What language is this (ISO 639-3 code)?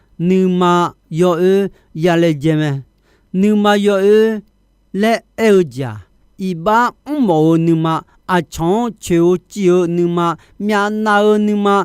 ahk